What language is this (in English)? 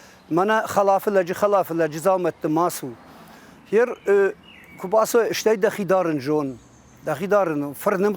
Ossetic